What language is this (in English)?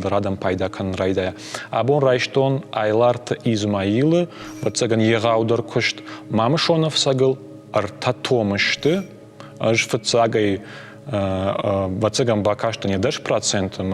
Ossetic